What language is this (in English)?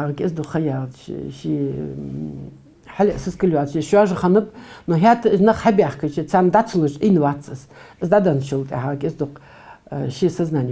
Ingush